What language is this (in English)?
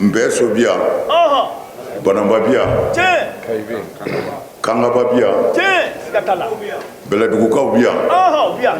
Bambara